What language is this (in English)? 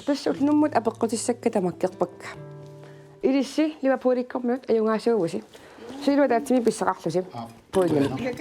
Kalaallisut